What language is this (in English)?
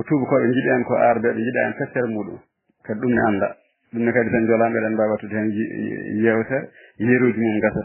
Fula